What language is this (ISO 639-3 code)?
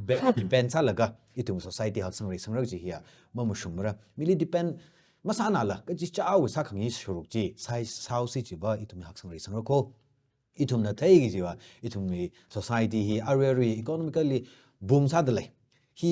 nmf